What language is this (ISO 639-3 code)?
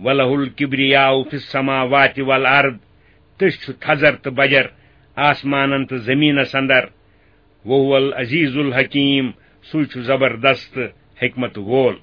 kas